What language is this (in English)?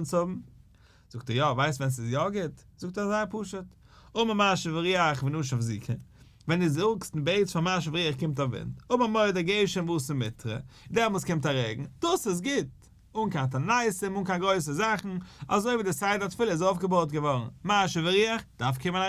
Yiddish